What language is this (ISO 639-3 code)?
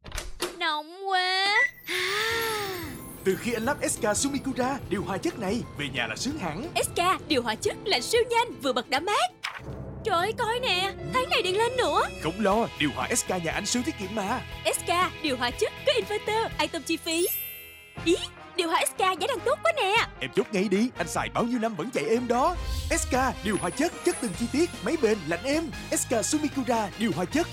vie